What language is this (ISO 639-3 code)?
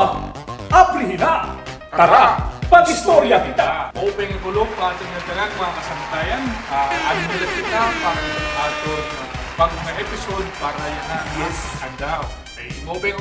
war